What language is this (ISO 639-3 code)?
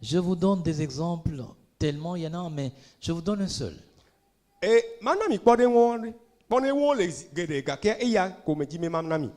ewe